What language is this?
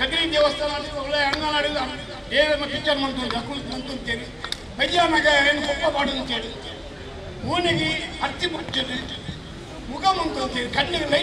Kannada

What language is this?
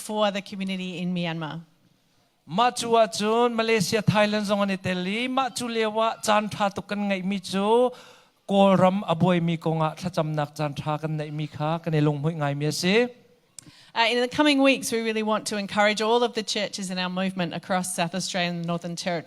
Hakha Chin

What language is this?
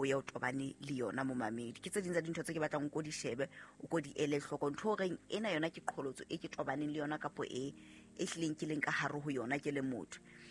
Southern Sotho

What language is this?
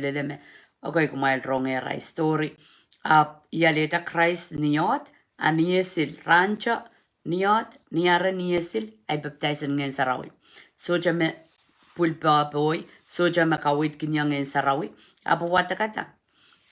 Pohnpeian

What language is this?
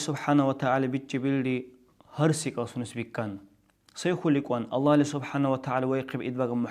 Dargwa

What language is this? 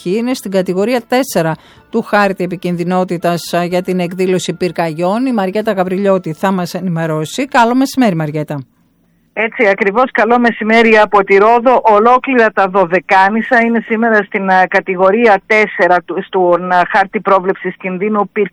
Greek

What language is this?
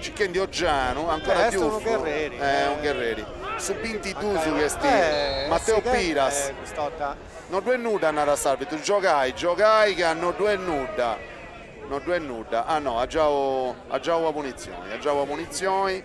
Sardinian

